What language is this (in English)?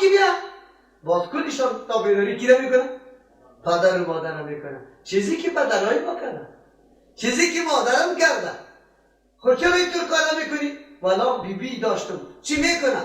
Persian